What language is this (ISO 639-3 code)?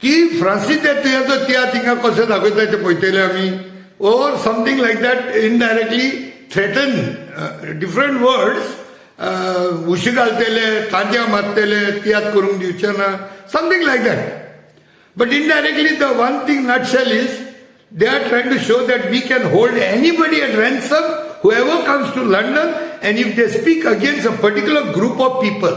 kok